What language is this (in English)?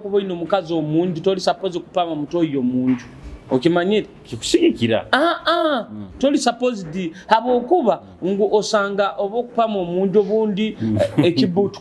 Nyoro